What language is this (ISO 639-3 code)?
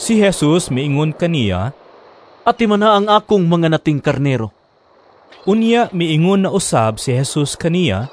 ceb